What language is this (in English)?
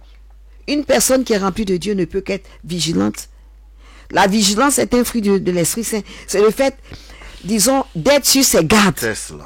French